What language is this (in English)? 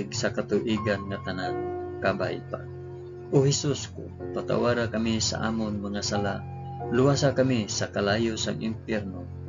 Hiligaynon